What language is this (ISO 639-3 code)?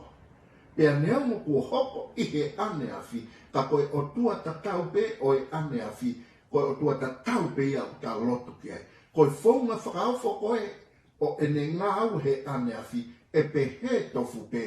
ton